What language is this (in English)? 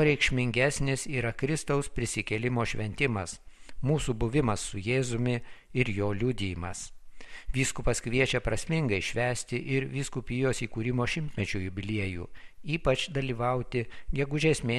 Lithuanian